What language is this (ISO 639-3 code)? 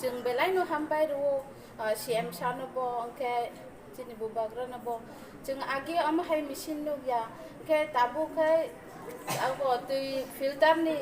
trp